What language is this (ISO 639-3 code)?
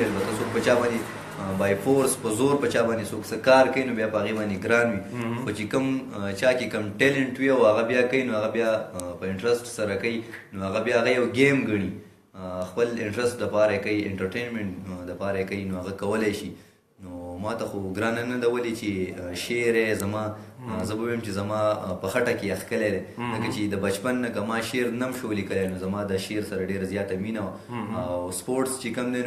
pus